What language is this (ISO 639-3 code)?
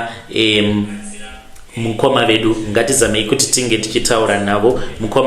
sna